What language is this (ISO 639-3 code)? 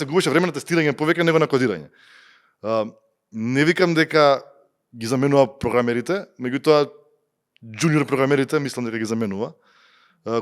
mkd